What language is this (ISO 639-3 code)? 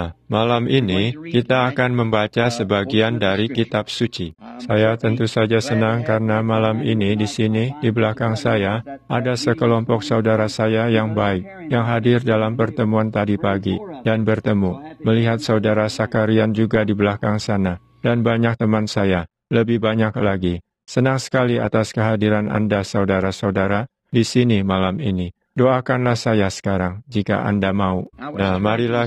ind